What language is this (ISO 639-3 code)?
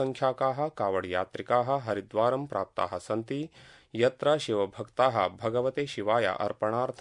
san